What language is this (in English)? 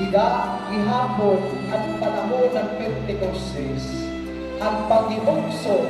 Waray